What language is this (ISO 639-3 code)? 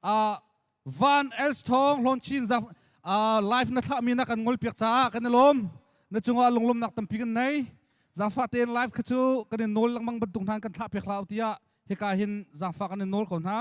cnh